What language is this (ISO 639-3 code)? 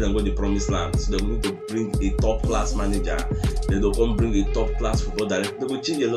pcm